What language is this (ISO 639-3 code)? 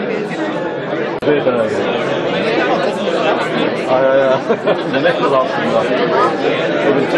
nld